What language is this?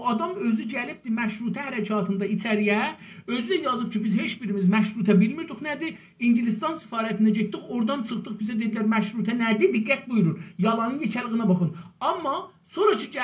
South Azerbaijani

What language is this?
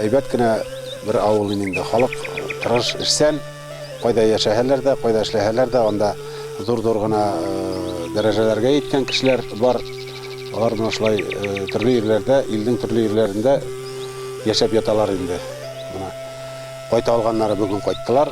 Bashkir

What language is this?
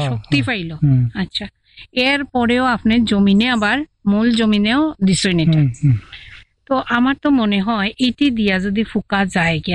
Bangla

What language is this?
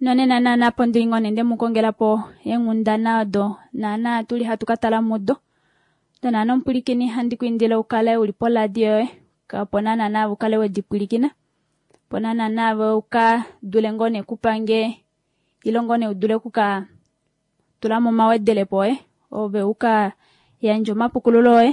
Kuanyama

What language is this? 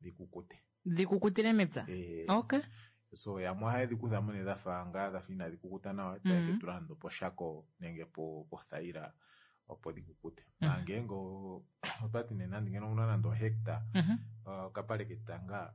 Kuanyama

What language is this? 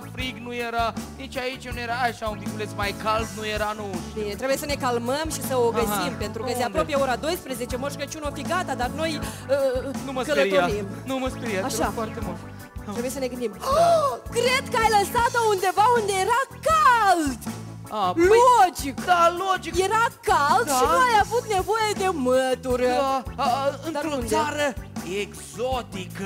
Romanian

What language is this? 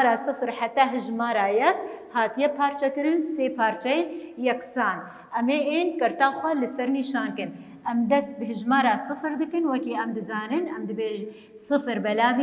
Kurdish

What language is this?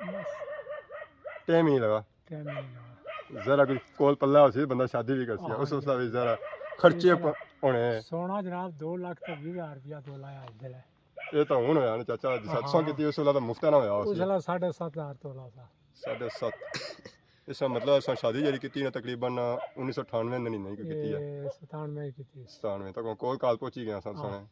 Pahari-Potwari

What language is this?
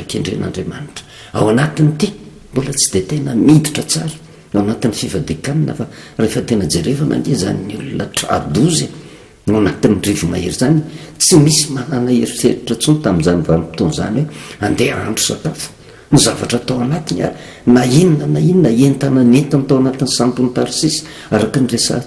Malagasy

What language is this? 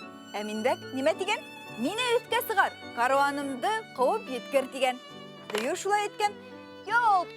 Bashkir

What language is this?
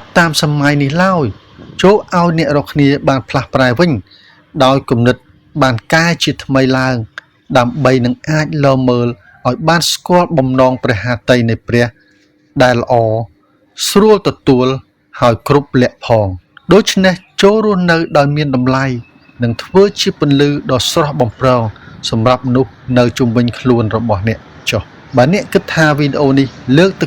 Khmer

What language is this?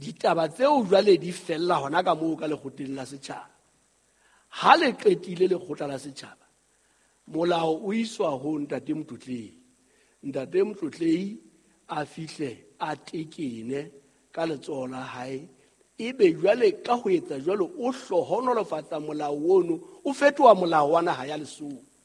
Southern Sotho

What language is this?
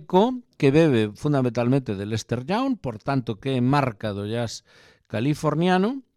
Galician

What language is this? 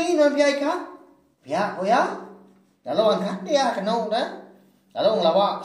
Iban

